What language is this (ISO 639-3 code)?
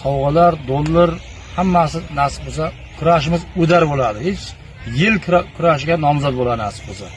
uzb